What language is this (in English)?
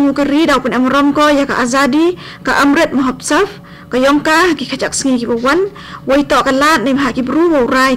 Khasi